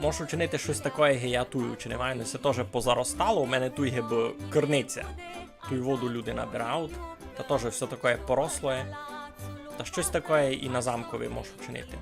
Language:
Rusyn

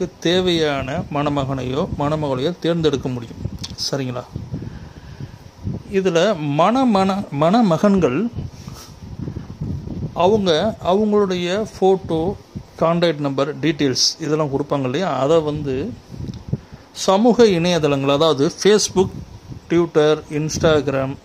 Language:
Tamil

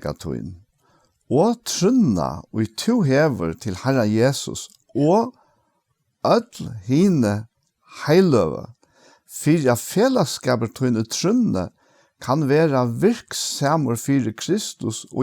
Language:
Faroese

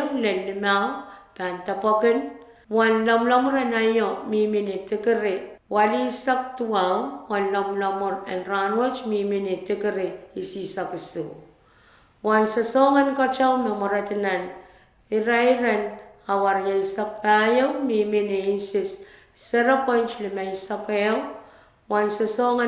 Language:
Pohnpeian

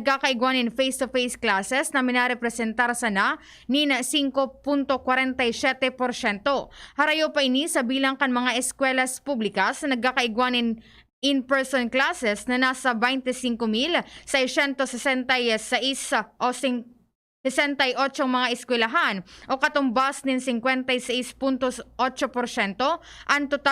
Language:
Bikol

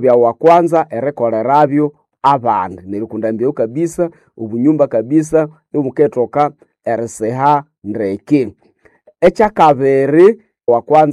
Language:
Nande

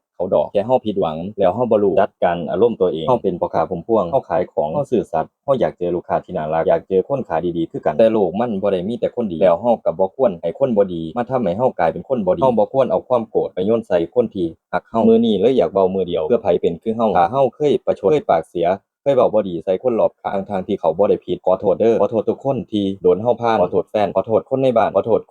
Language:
Lao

